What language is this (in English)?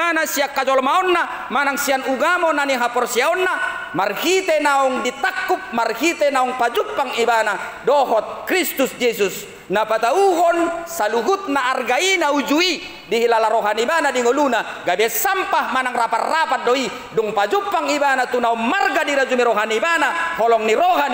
Batak Toba